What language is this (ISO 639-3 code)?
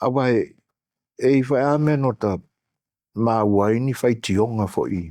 smo